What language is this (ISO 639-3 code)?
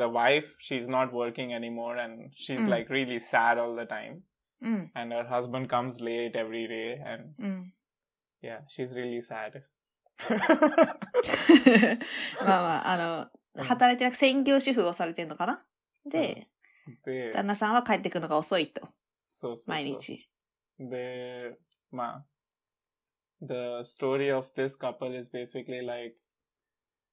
jpn